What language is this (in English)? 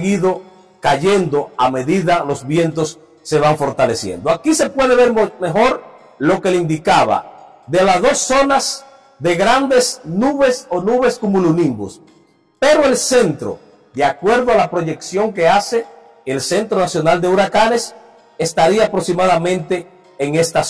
Spanish